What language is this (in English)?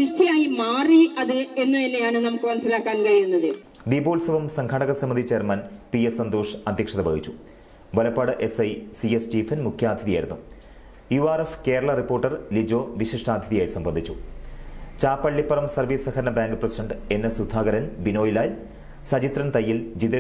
Malayalam